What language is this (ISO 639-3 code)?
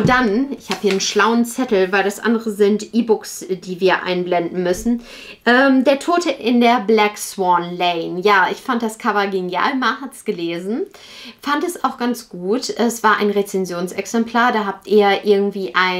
deu